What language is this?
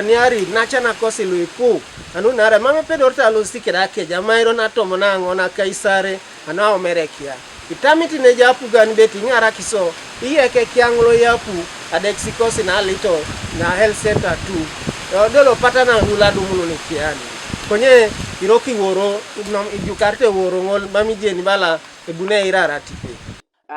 Teso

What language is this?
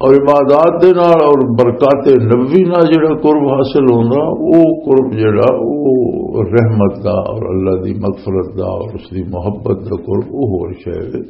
Western Panjabi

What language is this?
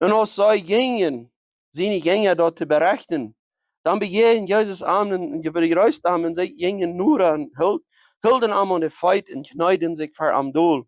Plautdietsch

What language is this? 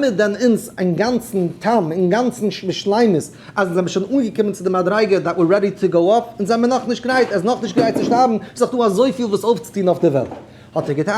Yiddish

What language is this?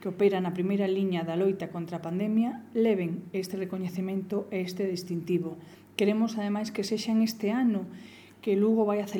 Galician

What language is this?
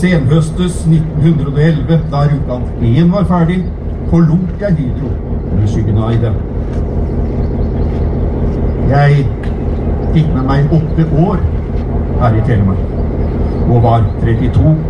Norwegian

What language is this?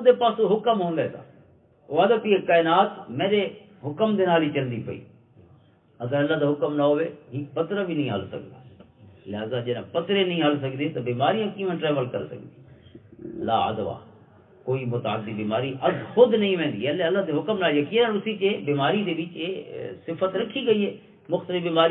Western Panjabi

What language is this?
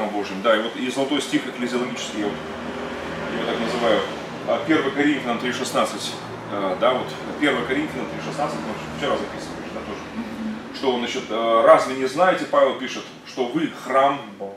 Russian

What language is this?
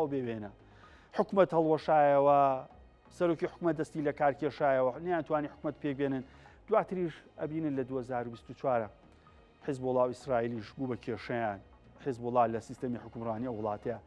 Central Kurdish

